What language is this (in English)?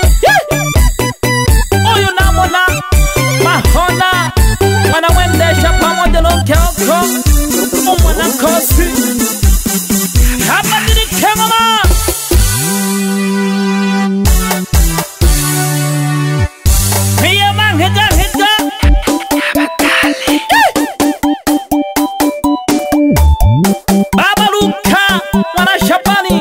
Swahili